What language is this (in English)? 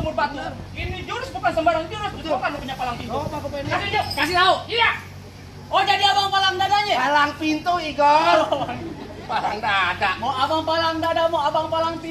Betawi